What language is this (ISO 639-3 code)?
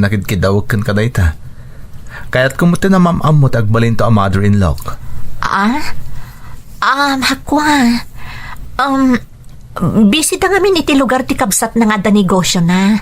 ilo